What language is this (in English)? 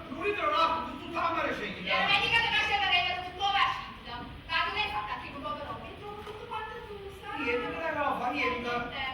Neapolitan